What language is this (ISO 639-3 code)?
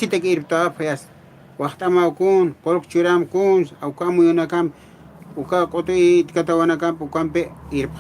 aym